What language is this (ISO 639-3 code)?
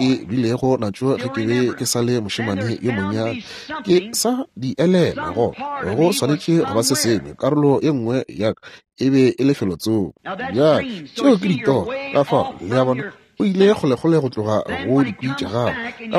nso